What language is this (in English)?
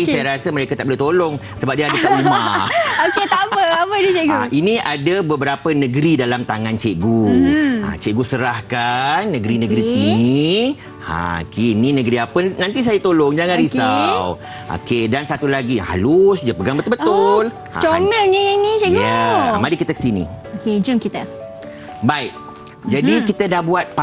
Malay